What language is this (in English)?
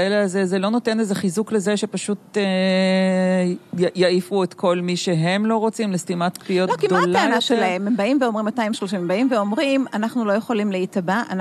Hebrew